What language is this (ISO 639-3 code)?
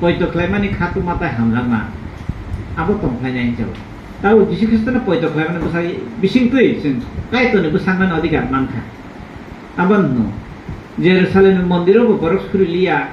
trp